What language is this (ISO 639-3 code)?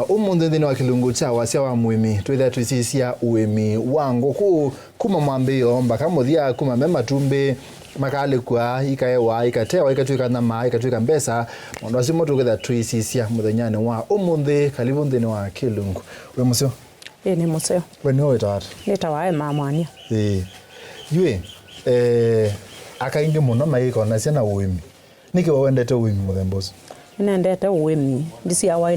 kam